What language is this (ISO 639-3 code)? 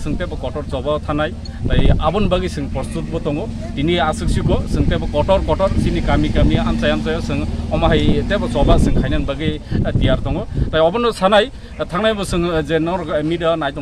trp